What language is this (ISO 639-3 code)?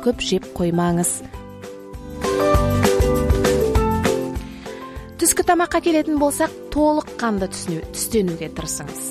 kaz